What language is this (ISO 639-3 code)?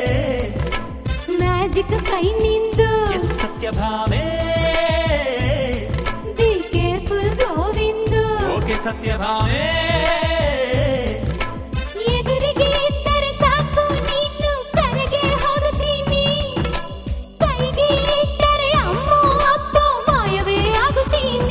kan